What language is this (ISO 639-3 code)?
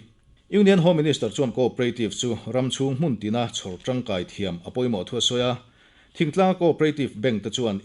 lus